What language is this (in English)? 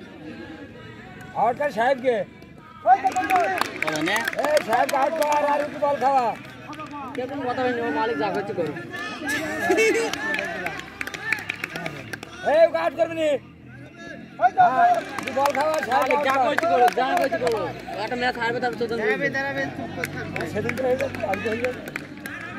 Bangla